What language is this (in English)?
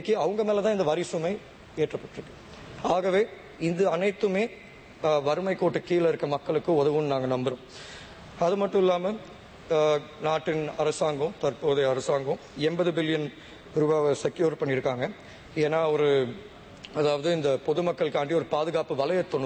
Tamil